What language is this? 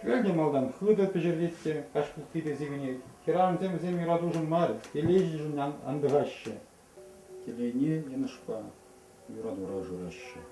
Chuvash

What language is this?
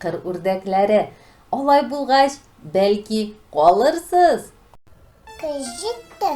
Tatar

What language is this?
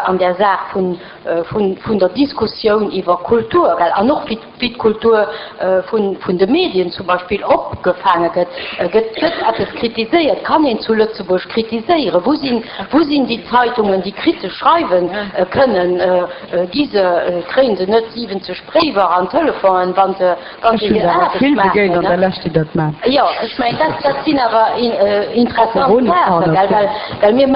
Luxembourgish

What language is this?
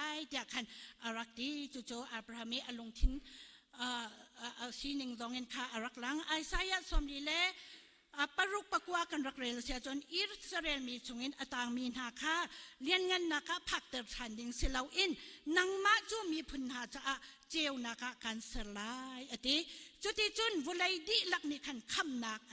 Hakha Chin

